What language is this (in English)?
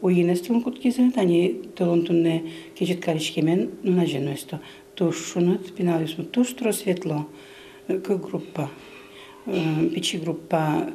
Udmurt